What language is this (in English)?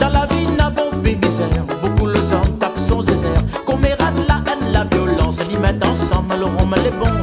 Réunion Creole French